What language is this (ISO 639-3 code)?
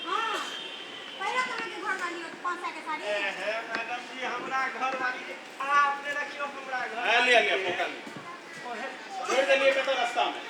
mai